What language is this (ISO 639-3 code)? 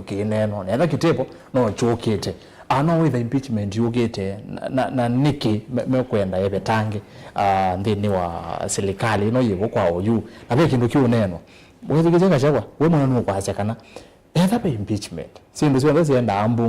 kam